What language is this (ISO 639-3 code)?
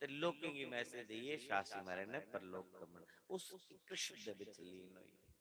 doi